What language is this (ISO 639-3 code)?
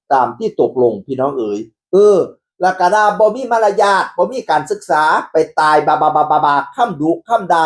tts